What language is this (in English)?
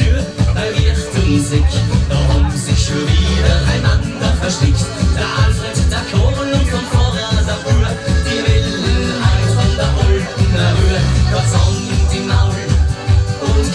Bavarian